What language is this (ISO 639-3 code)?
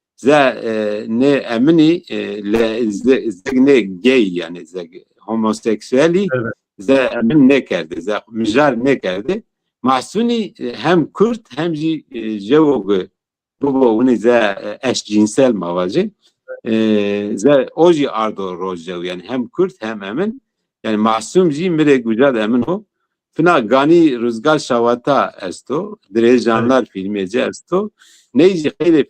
zza